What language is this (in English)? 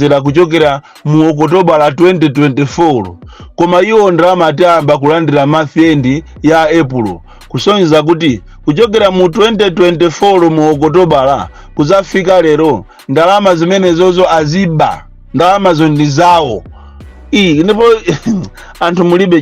Nyanja